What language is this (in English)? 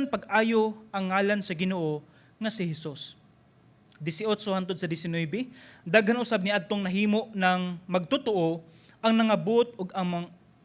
Cebuano